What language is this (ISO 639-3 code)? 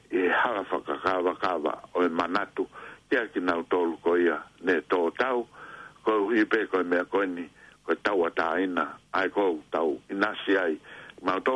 ton